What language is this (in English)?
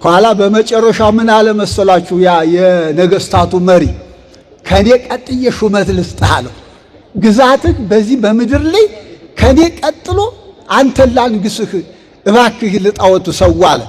Amharic